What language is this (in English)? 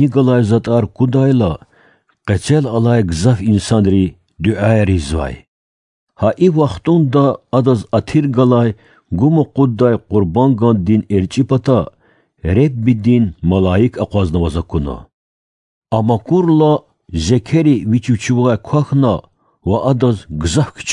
Lezghian